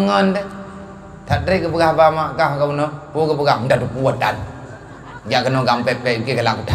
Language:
Achinese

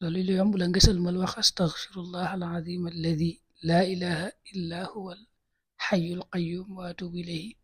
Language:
Wolof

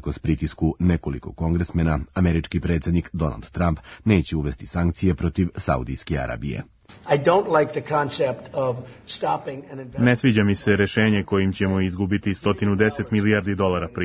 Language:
Serbian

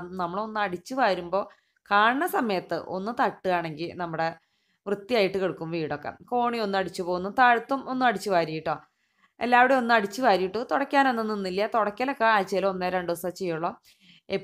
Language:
Malayalam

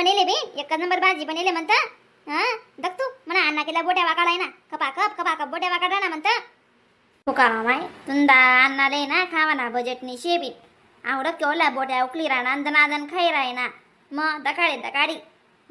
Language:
Khandesi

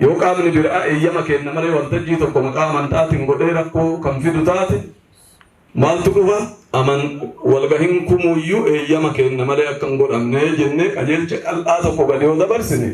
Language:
Oromo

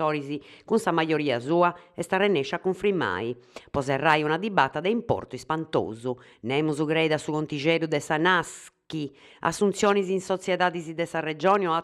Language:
Sardinian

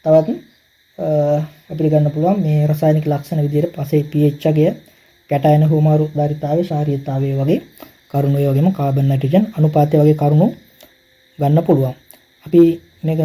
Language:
Sinhala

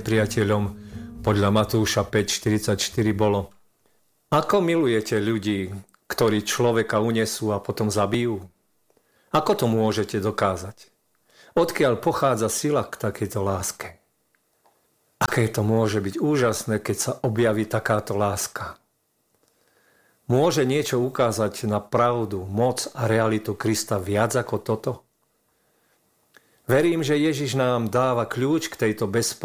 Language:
Slovak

